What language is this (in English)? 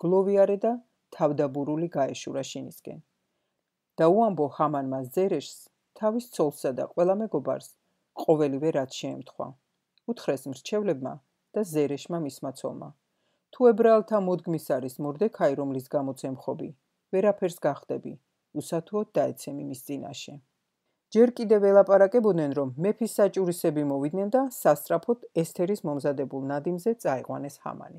Georgian